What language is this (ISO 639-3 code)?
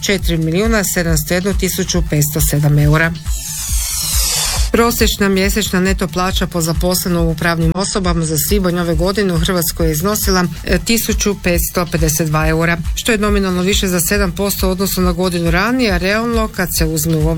hrv